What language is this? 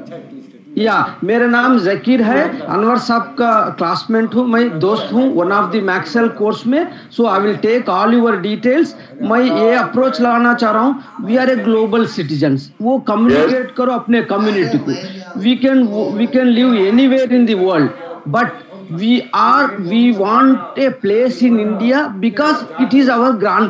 Hindi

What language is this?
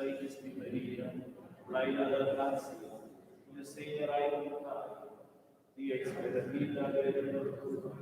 Romansh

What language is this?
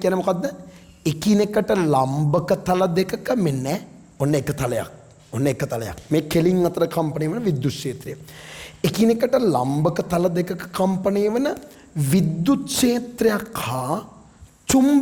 Sinhala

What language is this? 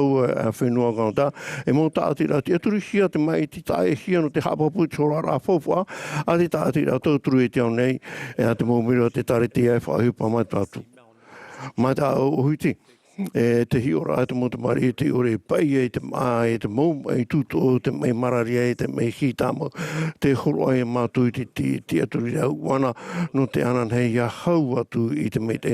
Tahitian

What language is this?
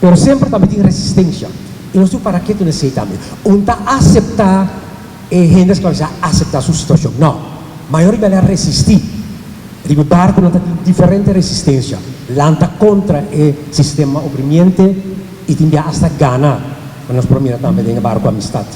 Papiamento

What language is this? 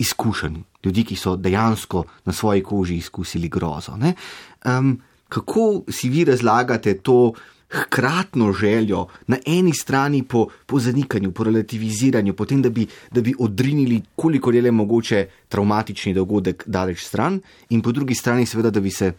Slovenian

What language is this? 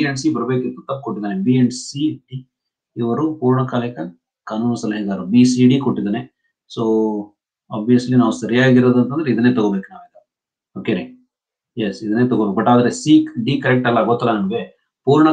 Kannada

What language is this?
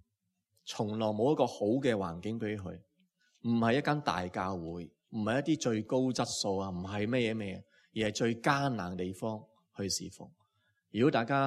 Cantonese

